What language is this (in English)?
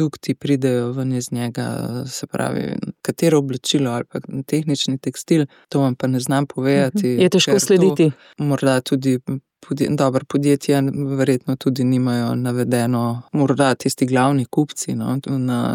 Slovenian